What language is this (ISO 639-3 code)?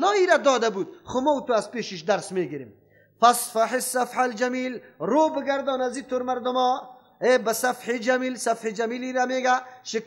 fas